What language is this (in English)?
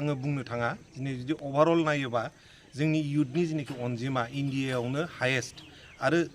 Bodo